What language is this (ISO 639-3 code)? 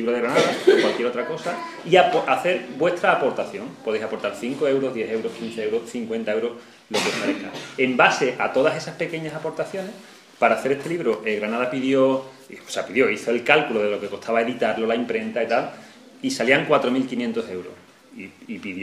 spa